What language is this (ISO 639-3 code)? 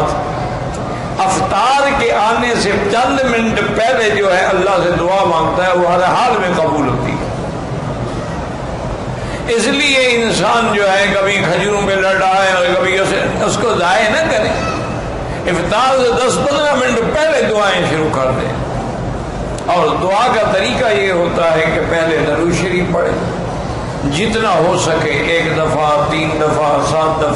urd